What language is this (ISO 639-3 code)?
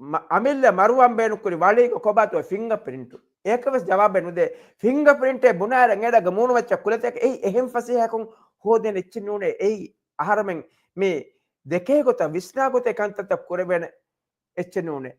div